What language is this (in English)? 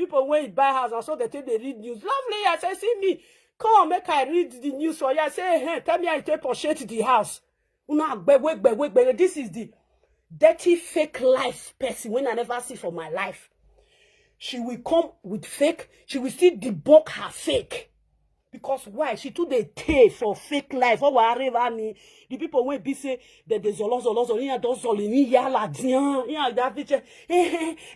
Nigerian Pidgin